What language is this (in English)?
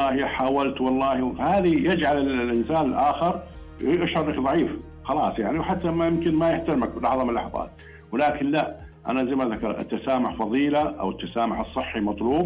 Najdi Arabic